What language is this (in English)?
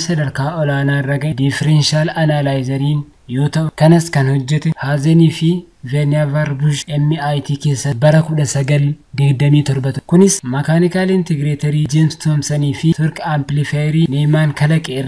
Oromo